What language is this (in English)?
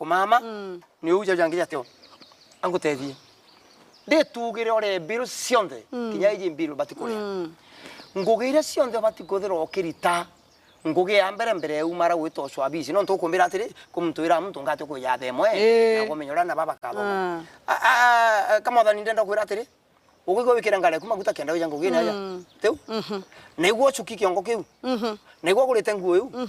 Meru